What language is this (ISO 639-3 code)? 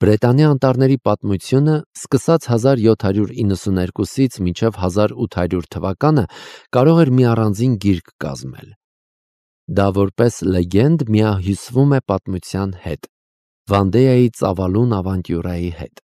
hye